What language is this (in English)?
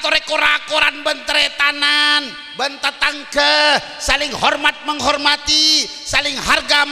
Madurese